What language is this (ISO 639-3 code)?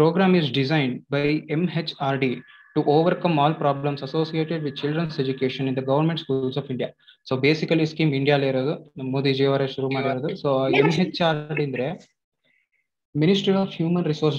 kan